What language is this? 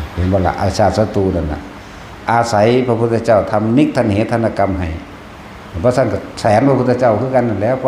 Lao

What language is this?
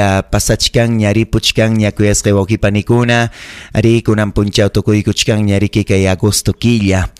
Ayacucho Quechua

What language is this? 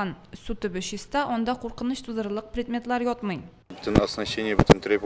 Tatar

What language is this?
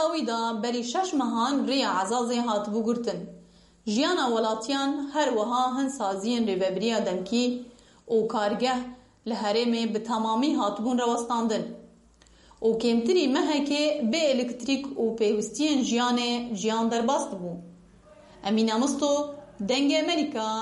Kurdish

